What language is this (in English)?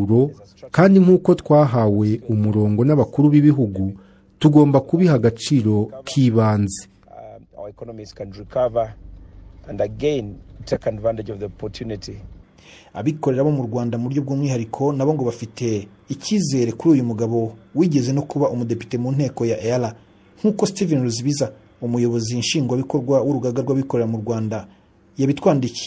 Kinyarwanda